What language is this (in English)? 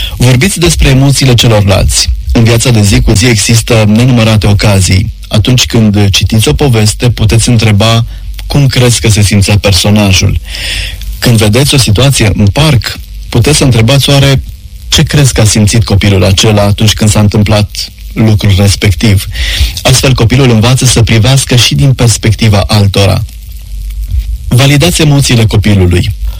Romanian